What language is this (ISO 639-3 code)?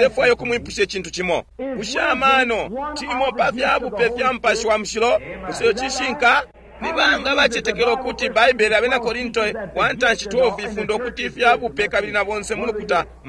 bem